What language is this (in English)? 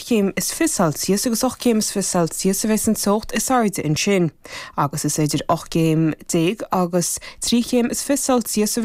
Irish